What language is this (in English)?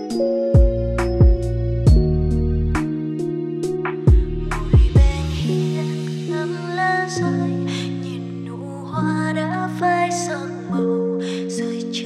Vietnamese